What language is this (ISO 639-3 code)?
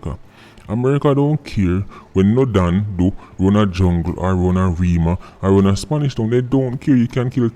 jam